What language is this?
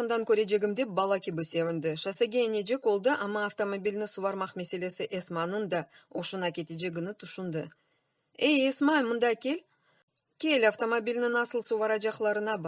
Crimean Tatar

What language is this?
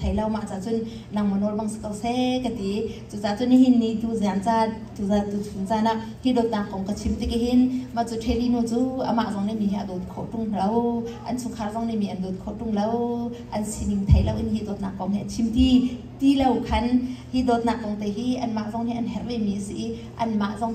Hakha Chin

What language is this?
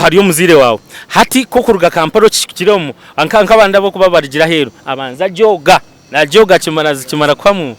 Nyankole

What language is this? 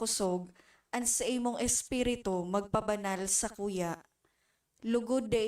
Bikol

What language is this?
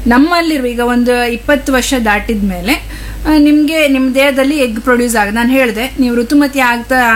Kannada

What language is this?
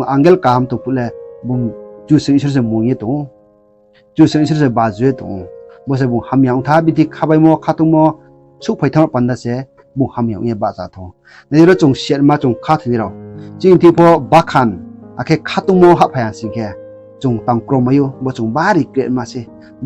Riang (India)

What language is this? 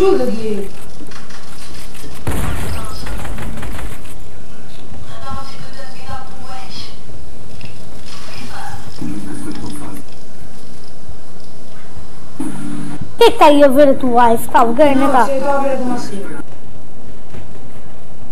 Portuguese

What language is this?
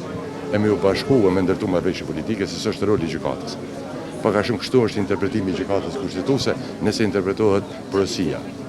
Albanian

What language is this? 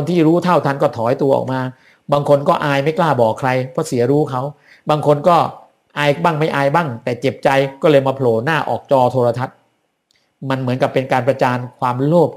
Thai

